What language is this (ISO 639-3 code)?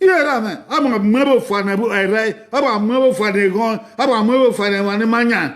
bin